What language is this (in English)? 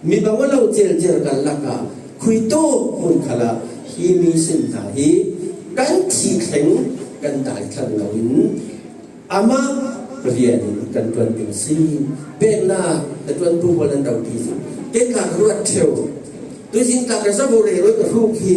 Falam Chin